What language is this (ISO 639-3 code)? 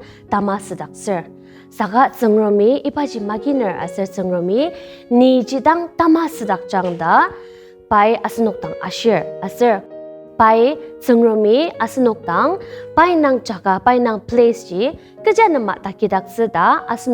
njo